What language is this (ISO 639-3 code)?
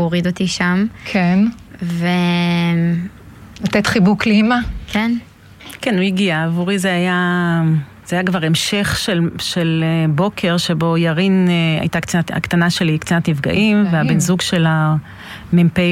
heb